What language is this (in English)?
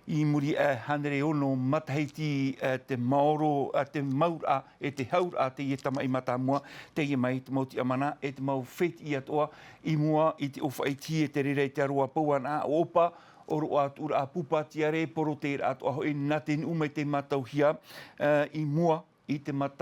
Tahitian